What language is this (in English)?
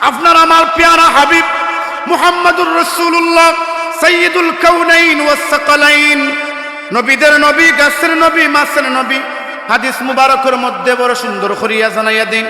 Sylheti